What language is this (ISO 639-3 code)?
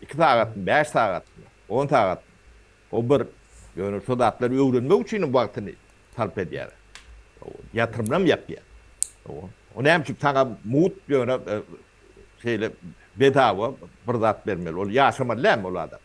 tuk